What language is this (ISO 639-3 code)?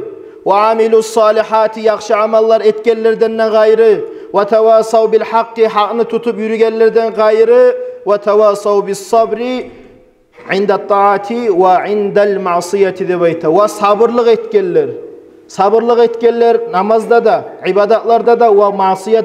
kum